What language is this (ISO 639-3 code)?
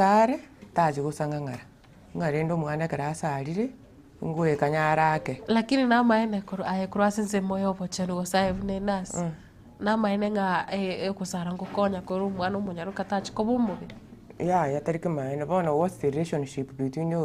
guz